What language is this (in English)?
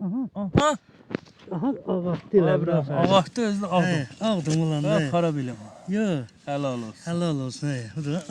South Azerbaijani